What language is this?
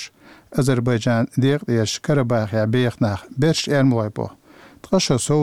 Chechen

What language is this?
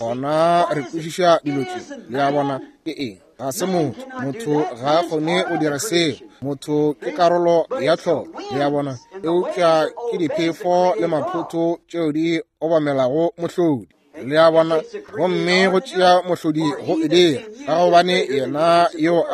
Northern Sotho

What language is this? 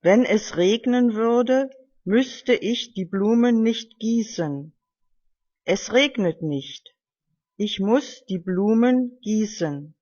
German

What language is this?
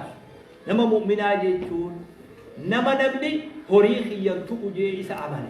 Oromo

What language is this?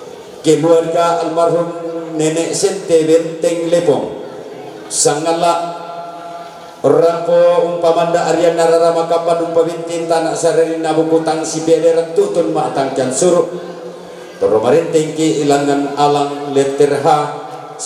Toraja-Sa'dan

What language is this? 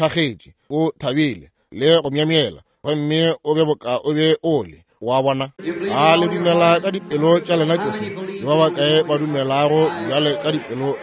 Northern Sotho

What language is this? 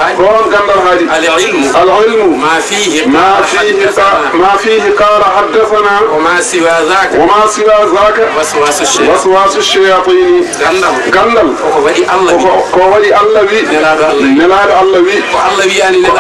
Fula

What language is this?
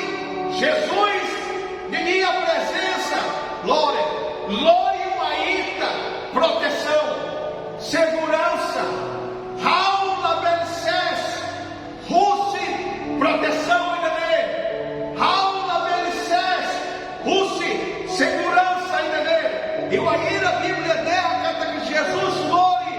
Tetum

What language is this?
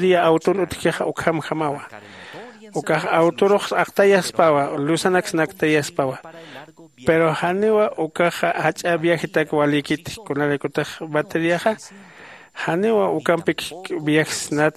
Aymara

